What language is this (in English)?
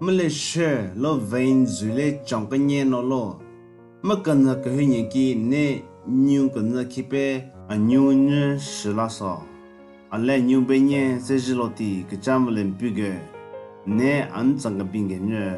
Southern Rengma Naga